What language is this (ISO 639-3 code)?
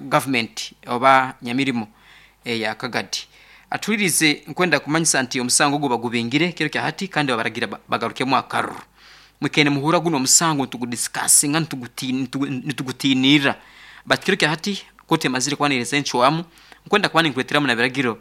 nyn